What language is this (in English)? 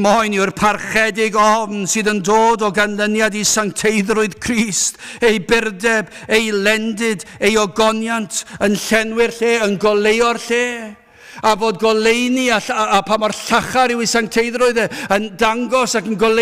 Welsh